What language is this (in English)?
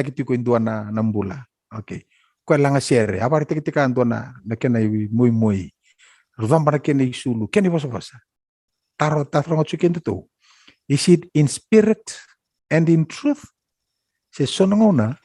Fijian